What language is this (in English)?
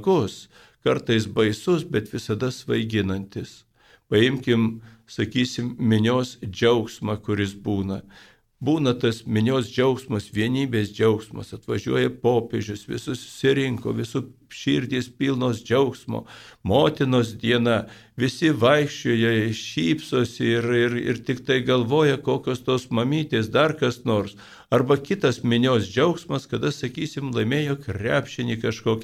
Lithuanian